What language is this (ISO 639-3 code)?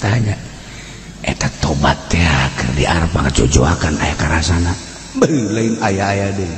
sun